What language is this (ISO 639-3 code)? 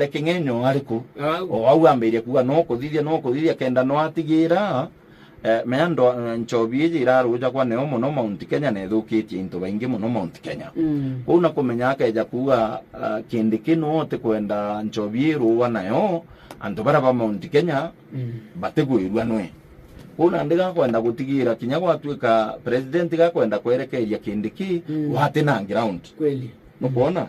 mer